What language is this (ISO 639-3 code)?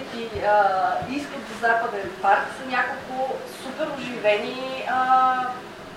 bul